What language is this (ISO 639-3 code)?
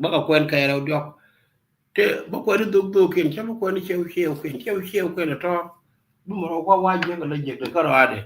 nus